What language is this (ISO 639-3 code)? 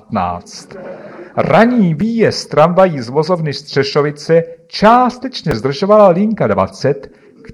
ces